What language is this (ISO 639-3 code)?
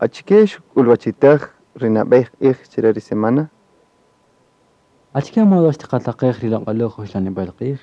cak